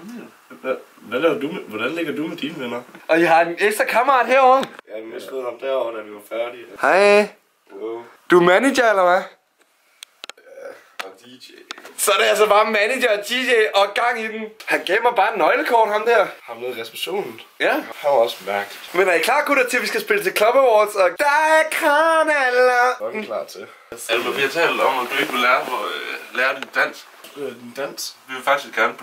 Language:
Danish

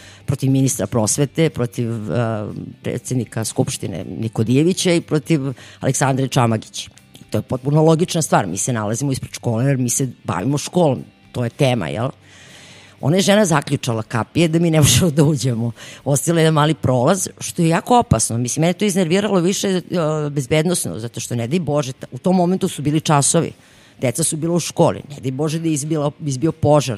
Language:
Serbian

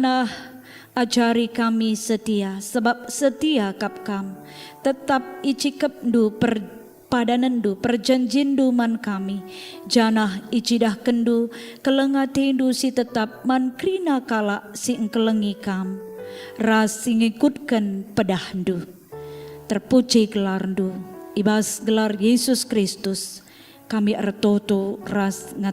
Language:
Batak Karo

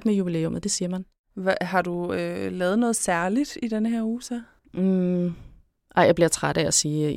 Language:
Danish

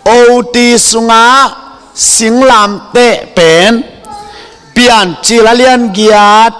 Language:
Tedim Chin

